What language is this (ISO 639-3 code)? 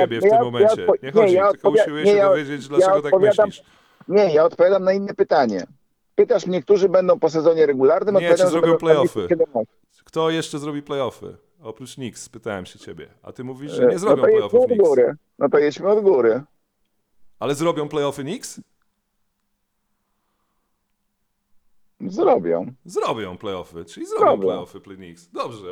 pol